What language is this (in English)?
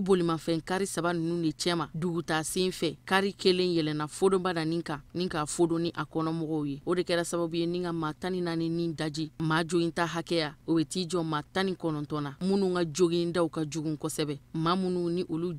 Bambara